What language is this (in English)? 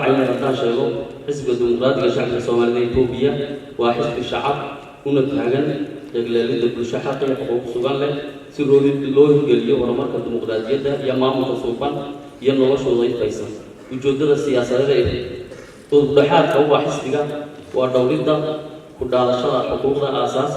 Somali